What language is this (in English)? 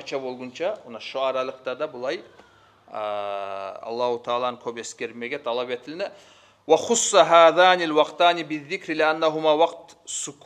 Kumyk